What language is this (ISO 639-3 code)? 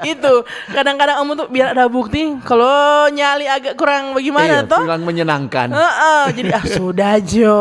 xmm